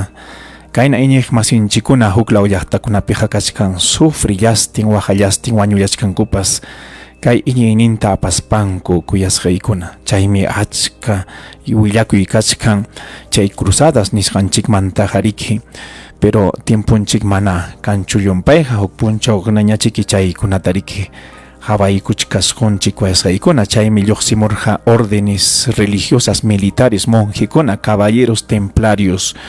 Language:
Ayacucho Quechua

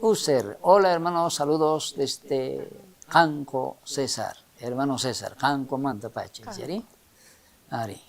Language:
South Bolivian Quechua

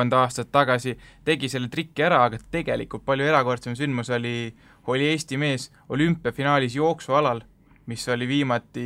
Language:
Estonian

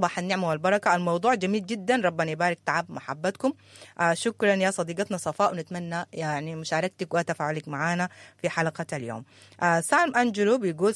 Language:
Sudanese Arabic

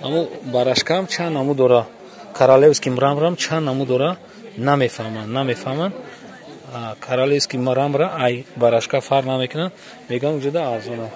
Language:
Tajik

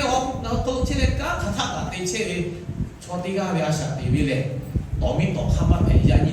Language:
Lahu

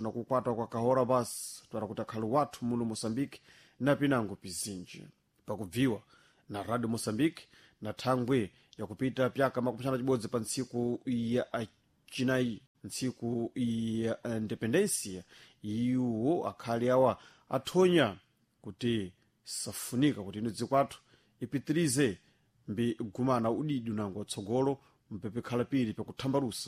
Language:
Sena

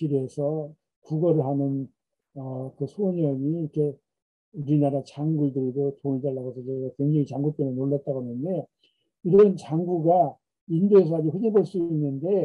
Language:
Korean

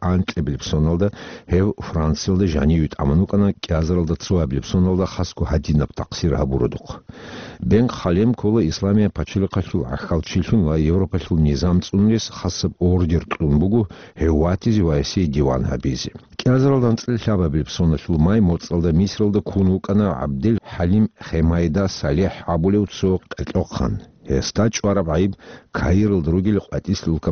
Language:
Avaric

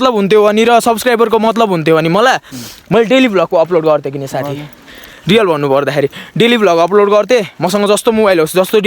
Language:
Nepali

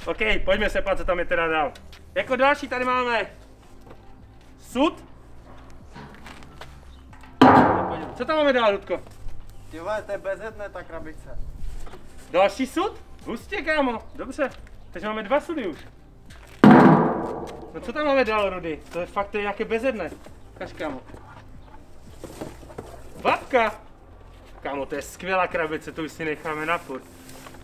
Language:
Czech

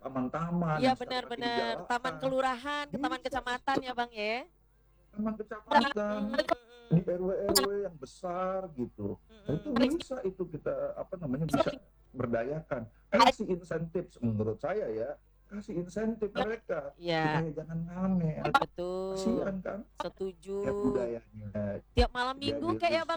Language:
Indonesian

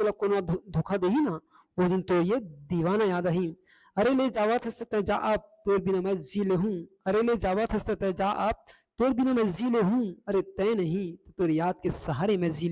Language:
Chhattisgarhi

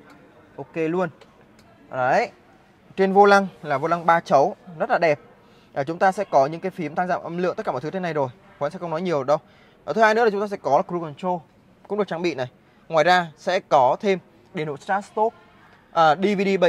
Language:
Vietnamese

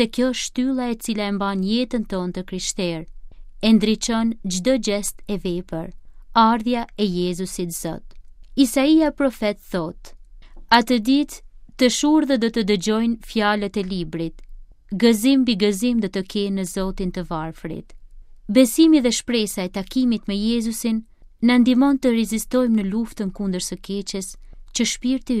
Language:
Albanian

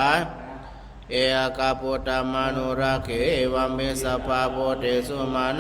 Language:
Pali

